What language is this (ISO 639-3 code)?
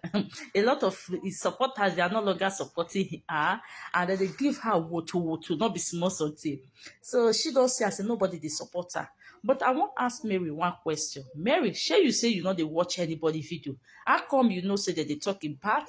pcm